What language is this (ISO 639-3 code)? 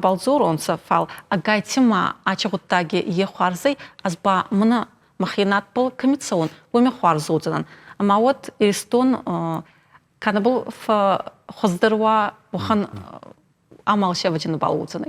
oss